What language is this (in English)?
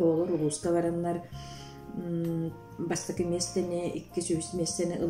Yakut